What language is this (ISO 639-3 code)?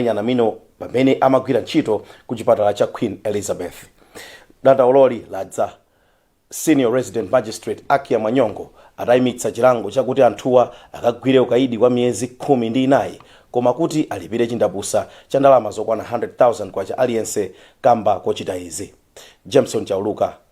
nya